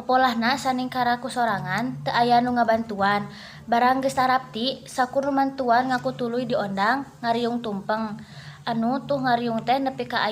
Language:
Sundanese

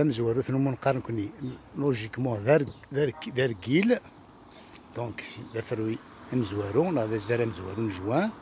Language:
Kabyle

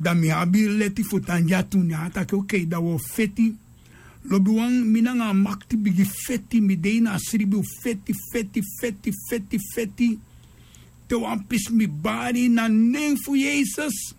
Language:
Sranan Tongo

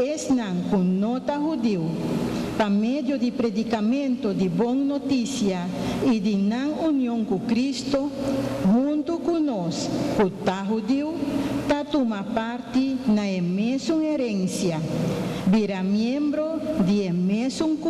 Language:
Papiamento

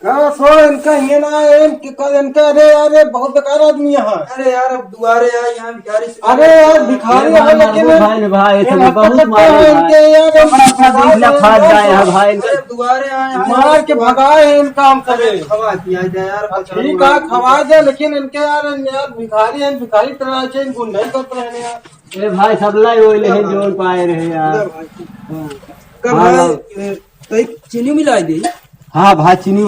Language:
Awadhi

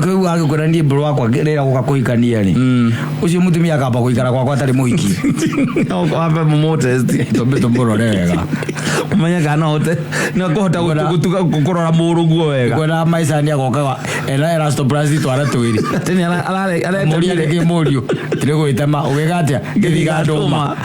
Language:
Kikuyu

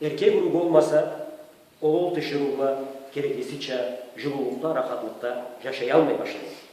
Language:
Karachay-Balkar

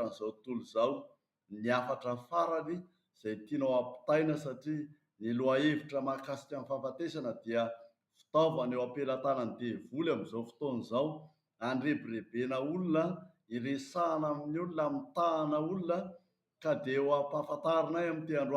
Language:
Malagasy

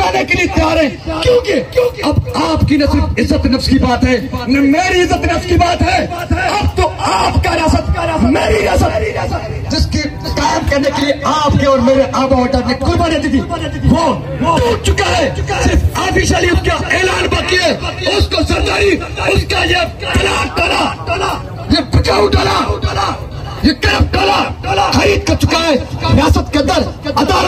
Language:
Urdu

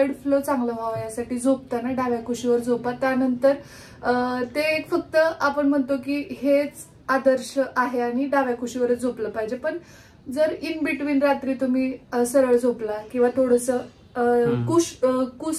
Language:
Marathi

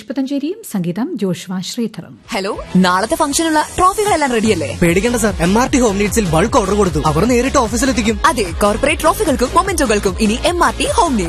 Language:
Malayalam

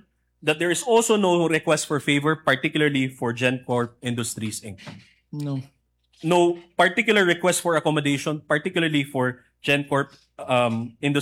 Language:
Filipino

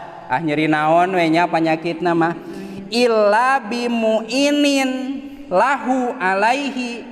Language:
Sundanese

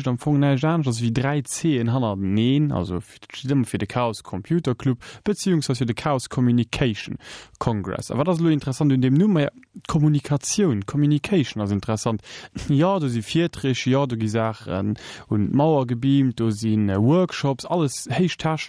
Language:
Luxembourgish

